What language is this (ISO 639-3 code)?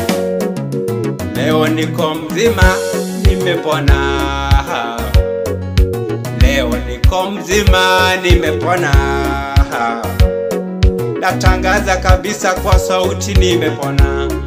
swa